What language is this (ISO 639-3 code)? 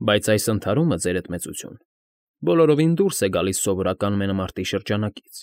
hye